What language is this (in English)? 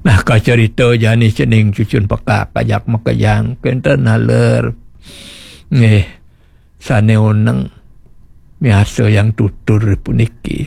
Balinese